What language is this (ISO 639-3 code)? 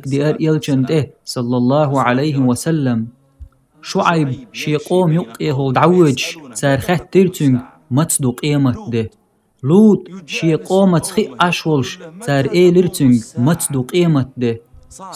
che